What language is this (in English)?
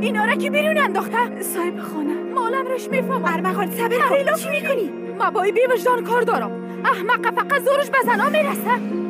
Persian